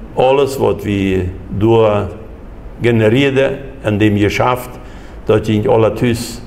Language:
Plautdietsch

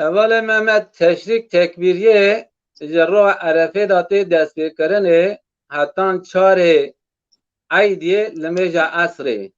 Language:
Kurdish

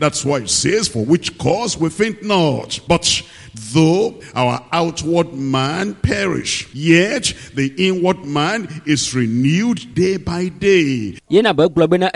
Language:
Ewe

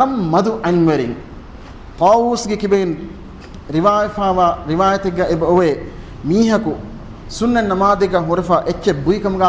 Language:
Divehi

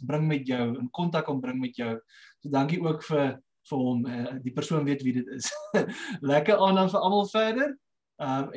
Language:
Afrikaans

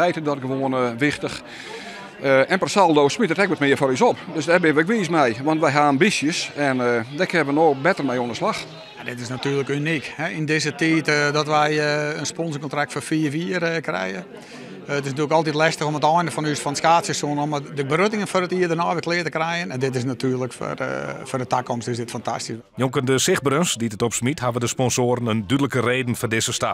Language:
Western Frisian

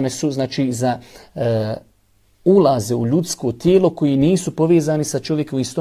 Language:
Bosnian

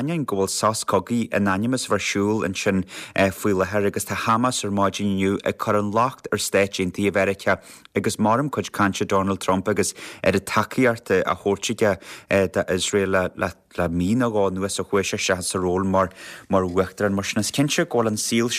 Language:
Irish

